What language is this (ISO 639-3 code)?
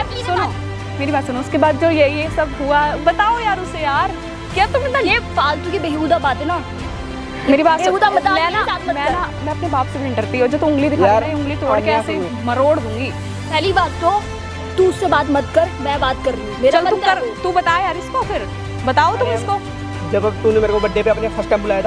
hin